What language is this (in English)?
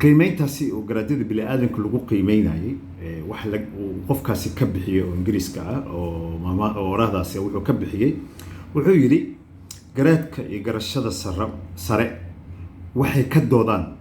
Somali